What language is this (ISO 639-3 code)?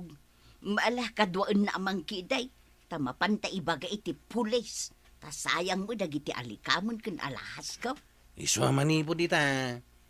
ilo